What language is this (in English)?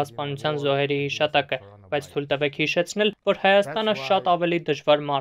Armenian